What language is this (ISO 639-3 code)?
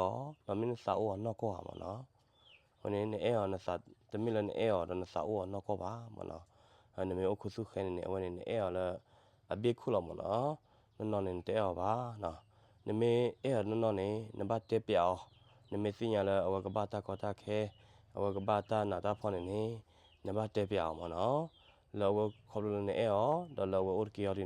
ksw